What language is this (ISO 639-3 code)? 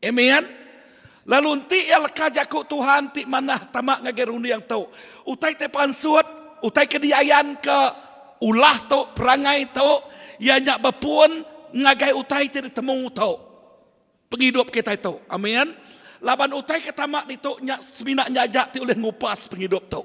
iba